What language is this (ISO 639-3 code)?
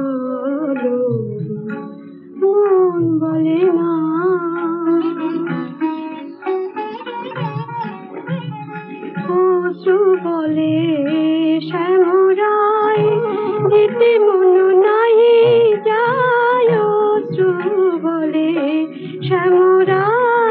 ben